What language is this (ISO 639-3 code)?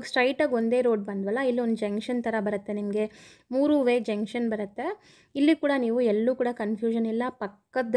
kan